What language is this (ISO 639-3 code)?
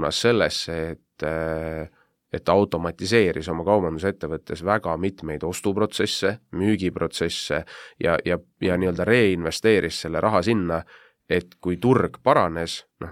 est